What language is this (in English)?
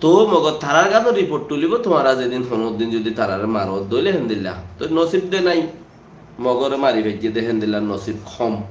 Rohingya